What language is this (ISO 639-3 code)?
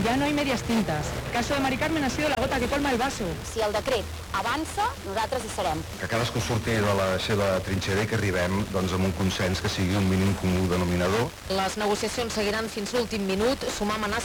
cat